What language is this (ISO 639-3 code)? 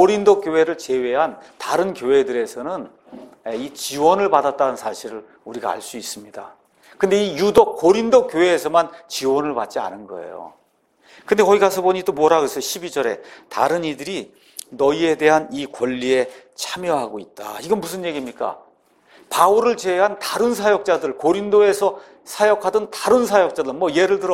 kor